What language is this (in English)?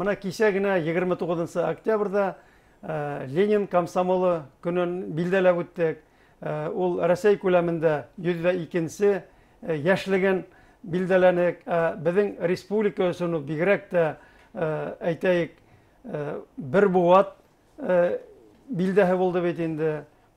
Bashkir